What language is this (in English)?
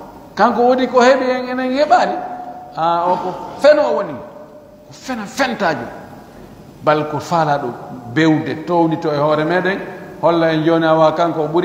Pular